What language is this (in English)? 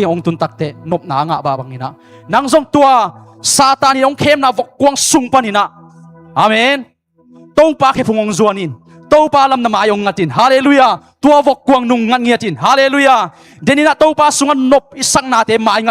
Tedim Chin